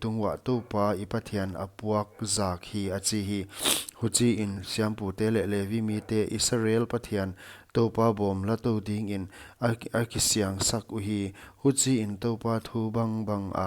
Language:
Paite Chin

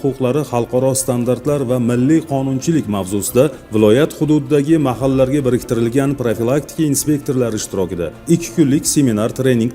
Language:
Uzbek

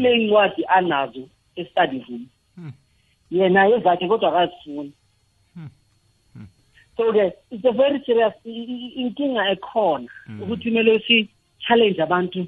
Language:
South Ndebele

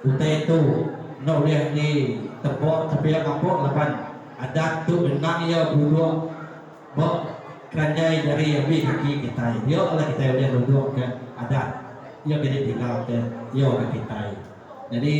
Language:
Iban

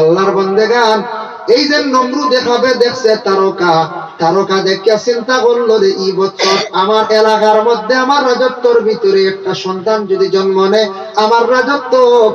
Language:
Sylheti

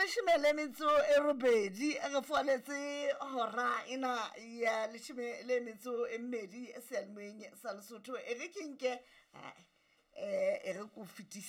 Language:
Southern Sotho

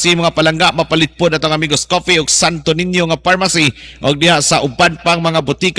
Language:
Cebuano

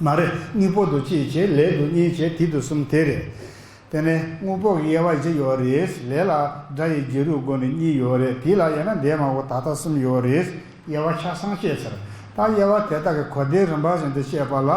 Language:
Tibetan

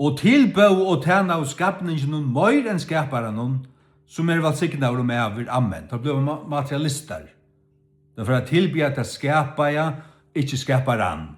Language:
Faroese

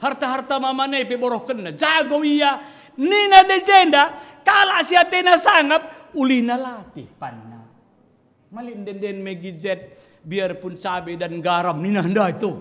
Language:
Batak Karo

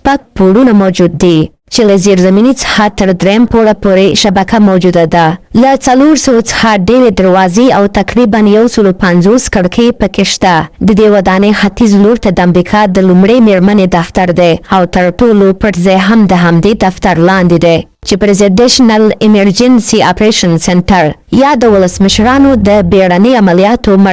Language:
Pashto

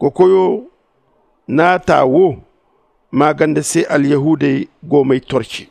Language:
Zarma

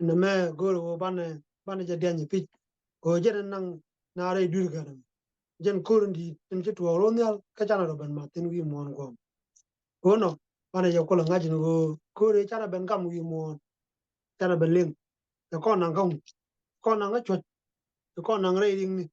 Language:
Nuer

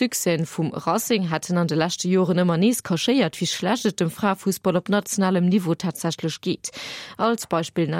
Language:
Luxembourgish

